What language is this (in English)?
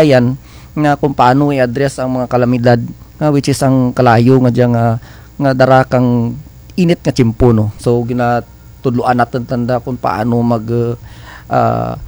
Kinaray-a